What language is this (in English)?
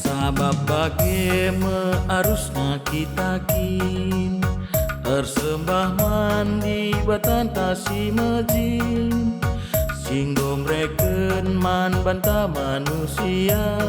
Batak Karo